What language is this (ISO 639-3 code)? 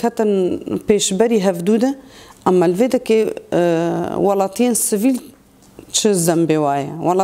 kur